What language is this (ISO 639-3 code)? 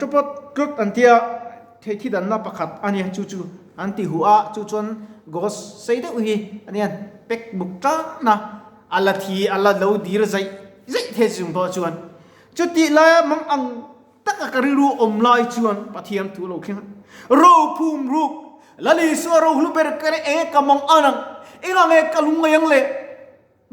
lus